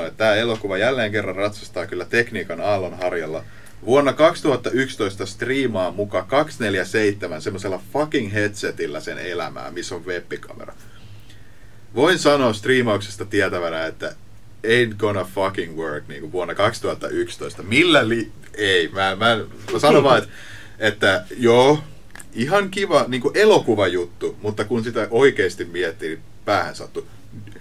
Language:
Finnish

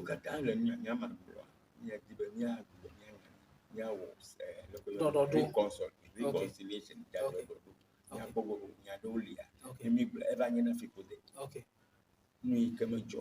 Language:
Ewe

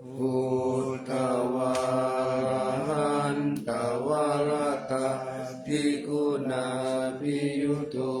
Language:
Pali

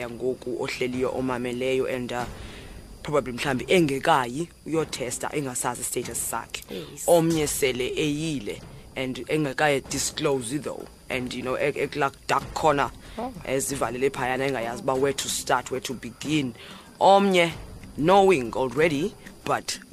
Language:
Xhosa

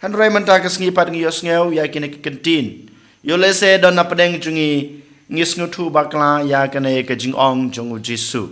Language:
Khasi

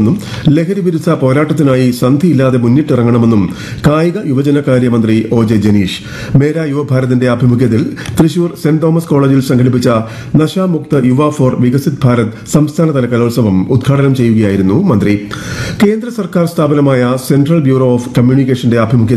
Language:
Malayalam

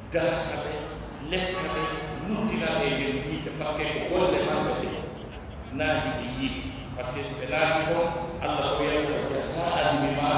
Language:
Pular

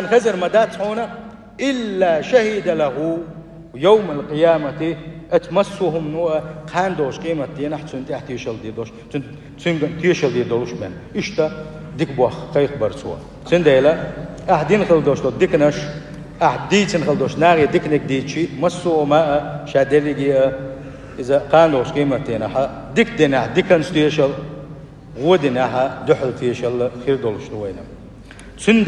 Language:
Chechen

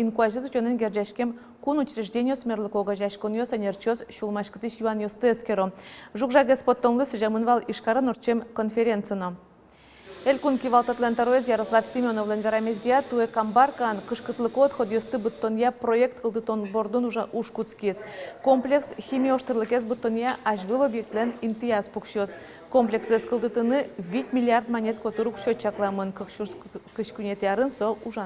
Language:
Udmurt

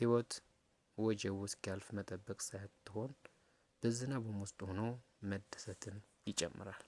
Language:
Amharic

